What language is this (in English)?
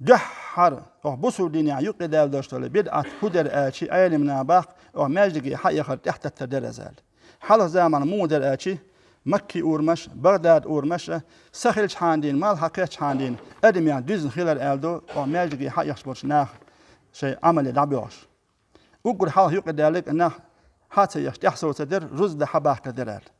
Chechen